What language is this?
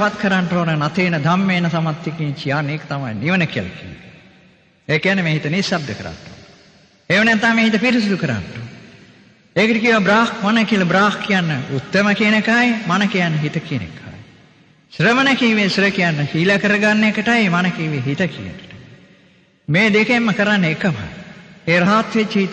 Sinhala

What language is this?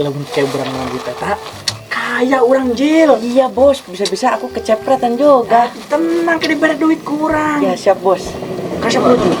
Sundanese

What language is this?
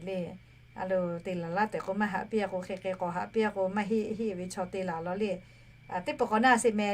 Lahu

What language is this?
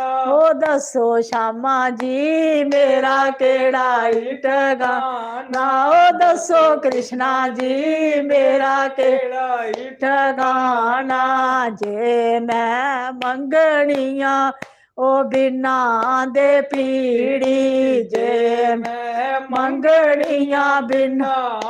Dogri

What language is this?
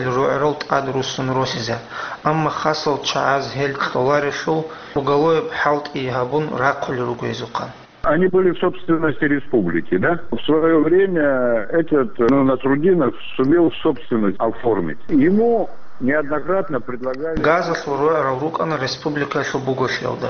Avaric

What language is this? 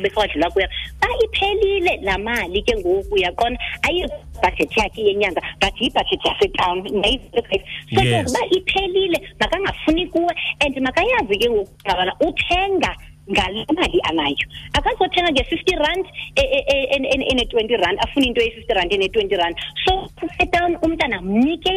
Xhosa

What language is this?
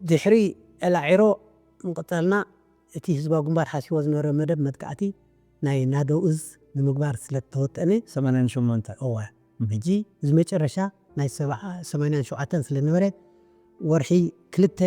Tigrinya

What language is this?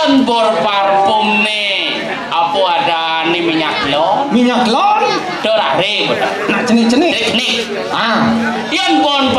Balinese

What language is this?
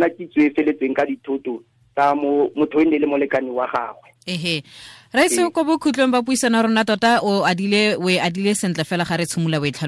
Tswana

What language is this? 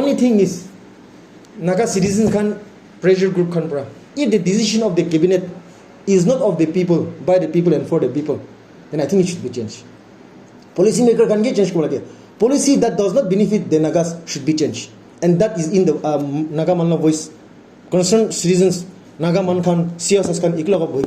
Naga Pidgin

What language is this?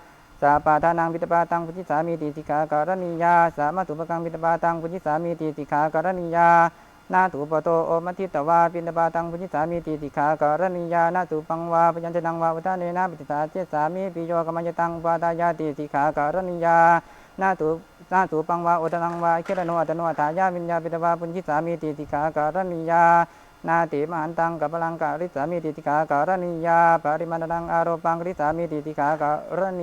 Pali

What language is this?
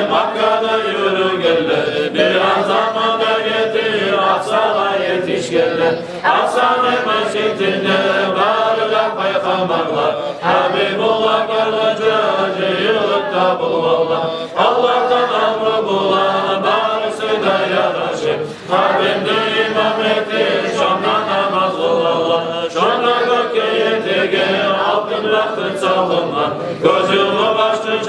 Kumyk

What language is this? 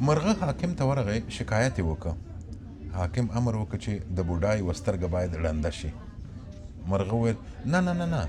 Pashto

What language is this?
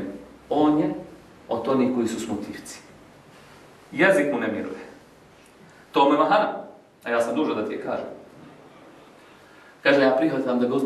Bosnian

